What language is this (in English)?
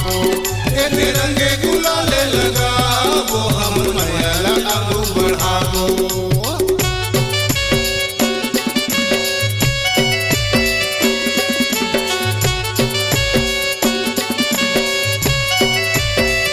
Chhattisgarhi